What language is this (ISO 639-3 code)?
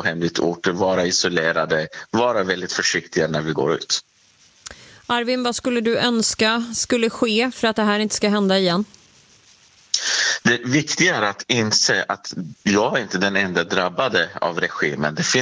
swe